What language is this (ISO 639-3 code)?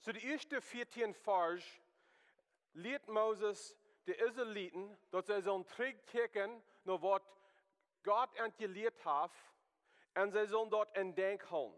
pdt